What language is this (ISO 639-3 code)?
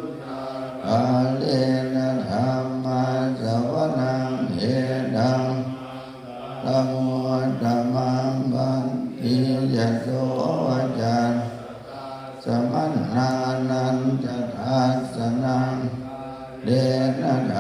pli